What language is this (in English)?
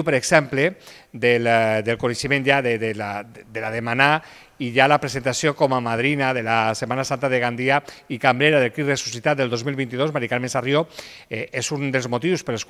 Catalan